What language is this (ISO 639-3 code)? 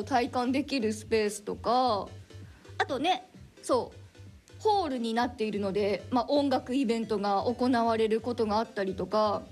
jpn